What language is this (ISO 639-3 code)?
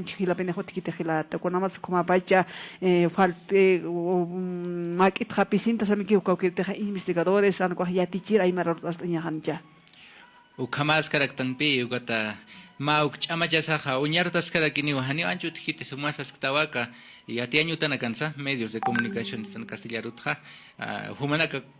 aym